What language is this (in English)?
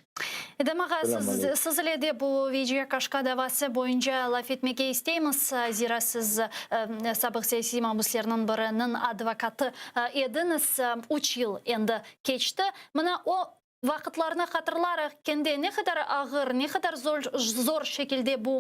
Crimean Tatar